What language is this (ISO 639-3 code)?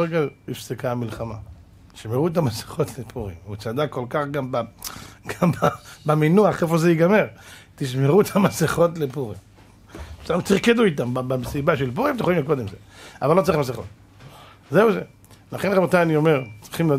heb